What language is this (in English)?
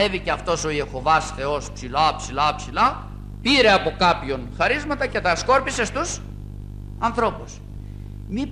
Greek